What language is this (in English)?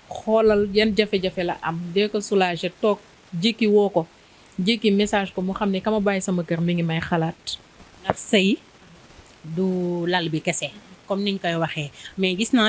Wolof